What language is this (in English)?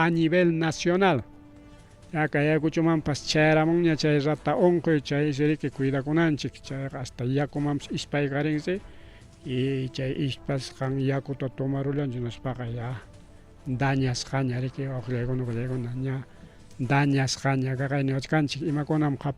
Ayacucho Quechua